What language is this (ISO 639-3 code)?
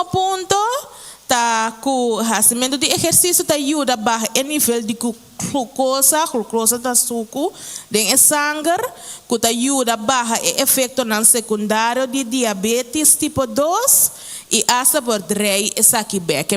pap